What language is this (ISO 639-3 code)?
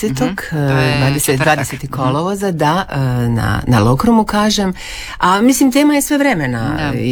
hrv